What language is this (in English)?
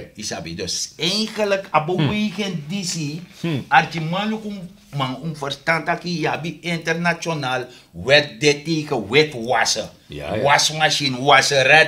Sranan Tongo